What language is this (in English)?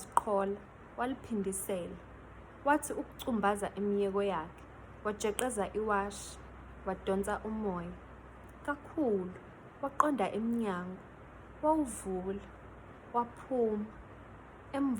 Zulu